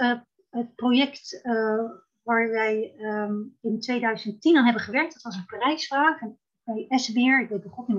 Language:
Dutch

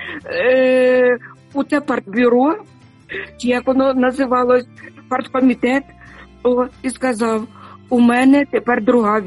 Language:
Ukrainian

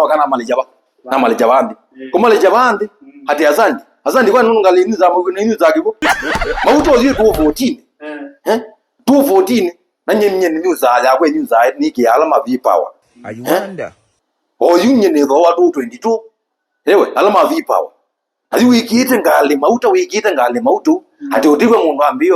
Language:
Kamba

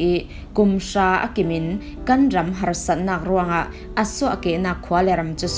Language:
Falam Chin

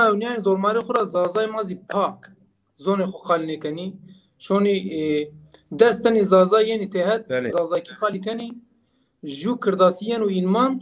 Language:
Zaza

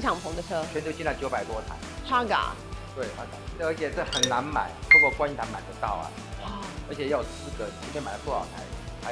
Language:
Chinese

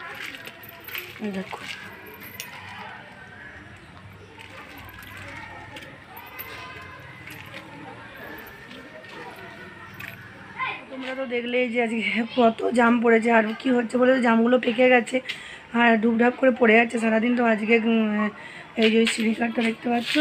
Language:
Bangla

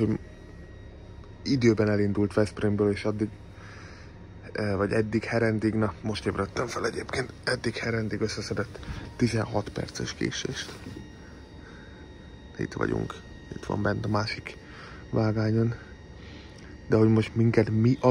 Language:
Hungarian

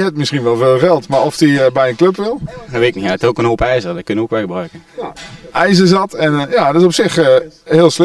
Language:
Dutch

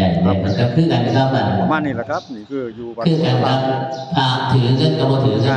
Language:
Northeastern Thai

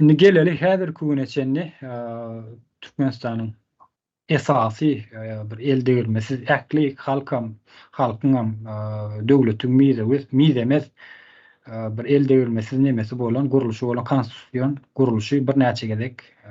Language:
Turkmen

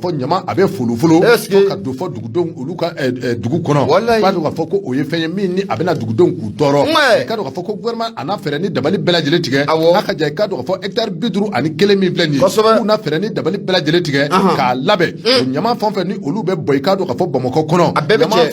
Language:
Bambara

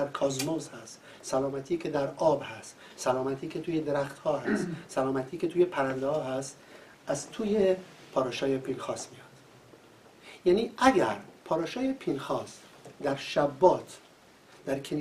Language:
Persian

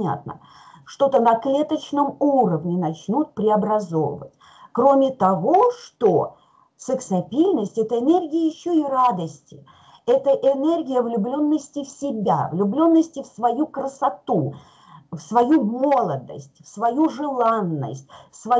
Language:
Russian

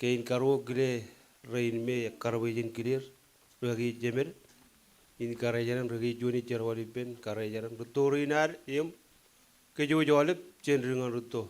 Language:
Marshallese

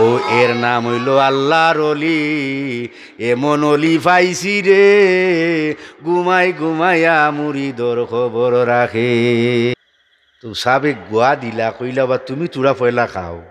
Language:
Sylheti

